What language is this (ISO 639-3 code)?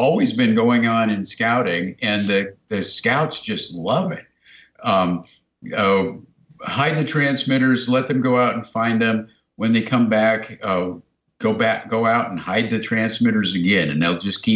eng